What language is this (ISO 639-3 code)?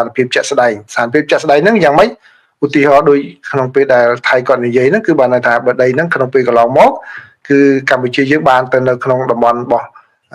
khm